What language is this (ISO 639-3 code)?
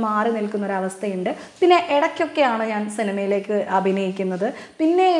mal